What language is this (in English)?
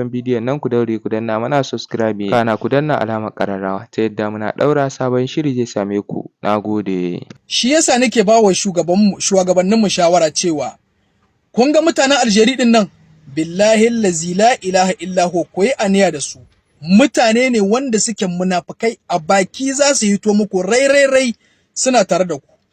Hausa